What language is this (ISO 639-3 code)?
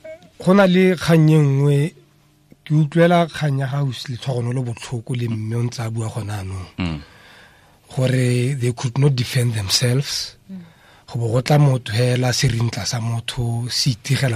tsn